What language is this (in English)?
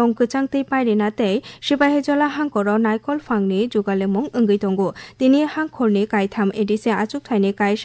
Kok Borok